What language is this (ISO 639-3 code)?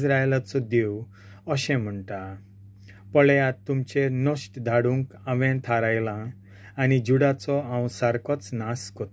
kok